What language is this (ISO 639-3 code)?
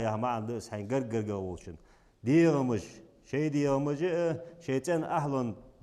inh